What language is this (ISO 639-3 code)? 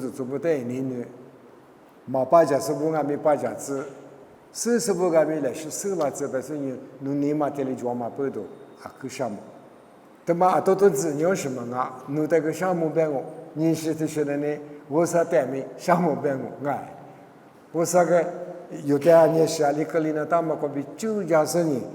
lis